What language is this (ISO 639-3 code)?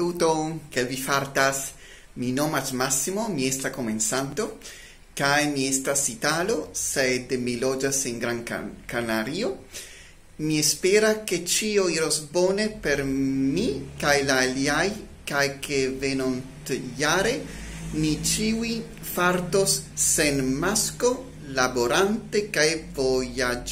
epo